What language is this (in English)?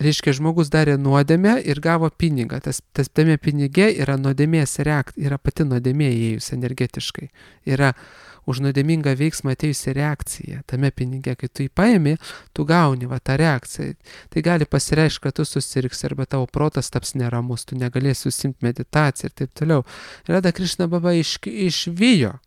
Lithuanian